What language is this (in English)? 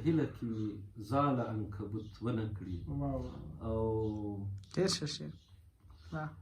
Pashto